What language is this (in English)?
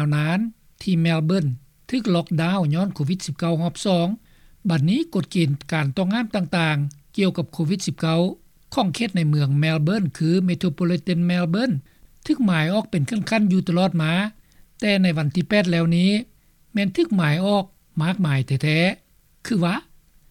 Lao